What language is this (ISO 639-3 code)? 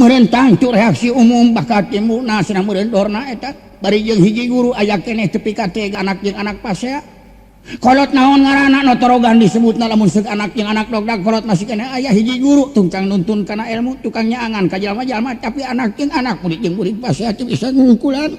sun